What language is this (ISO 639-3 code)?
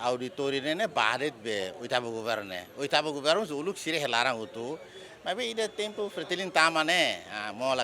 tet